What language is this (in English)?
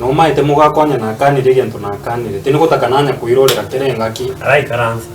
Gusii